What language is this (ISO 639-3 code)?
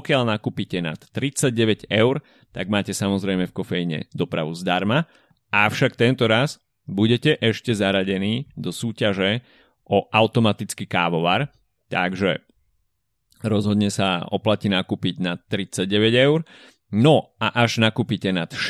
slk